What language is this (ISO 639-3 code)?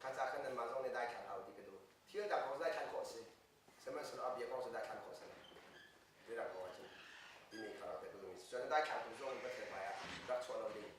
cnh